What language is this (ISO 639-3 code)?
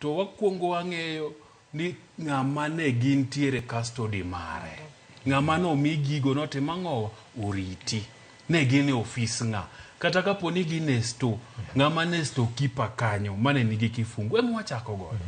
luo